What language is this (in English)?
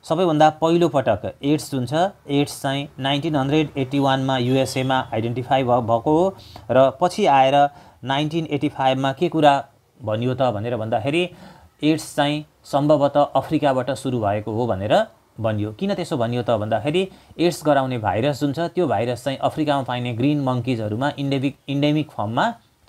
Nepali